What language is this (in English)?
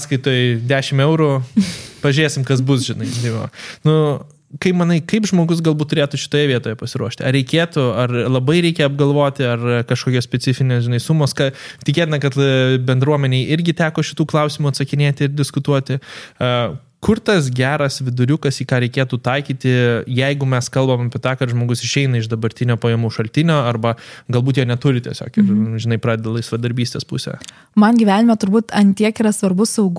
Lithuanian